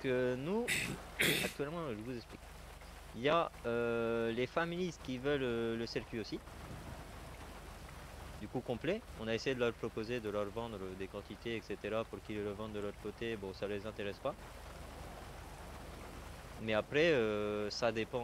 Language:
French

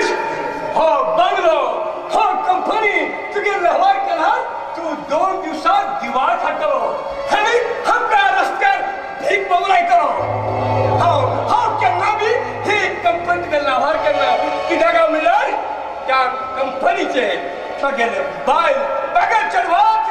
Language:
Konkani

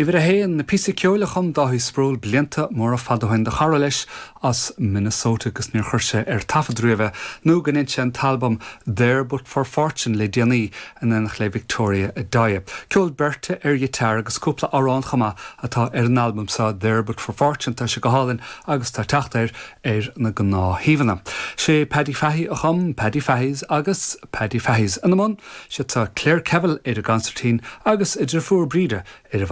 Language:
Irish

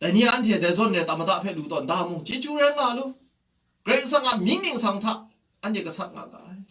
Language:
Kachin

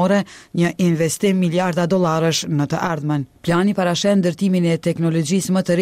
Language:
Albanian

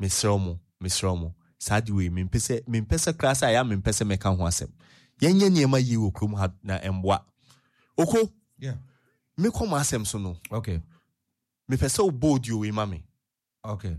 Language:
Akan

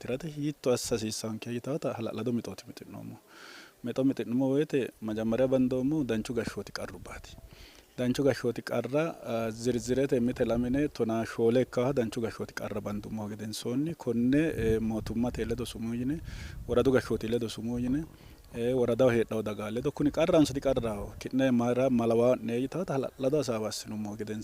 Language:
Sidamo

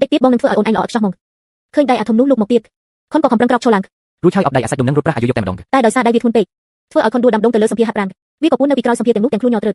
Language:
Khmer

